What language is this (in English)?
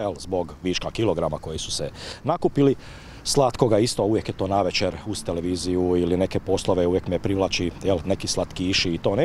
Croatian